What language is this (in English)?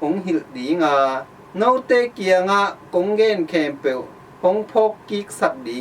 Tedim Chin